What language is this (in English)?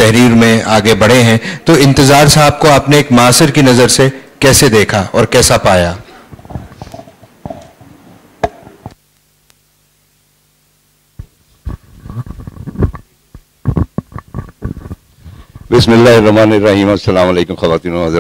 Urdu